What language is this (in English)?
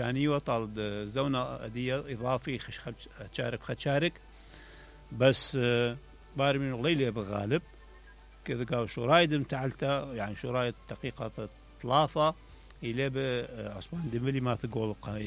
Mesopotamian Arabic